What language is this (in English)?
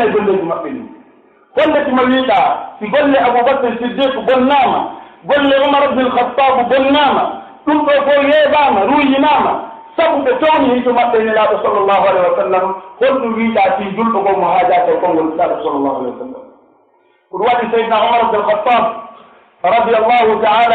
Pular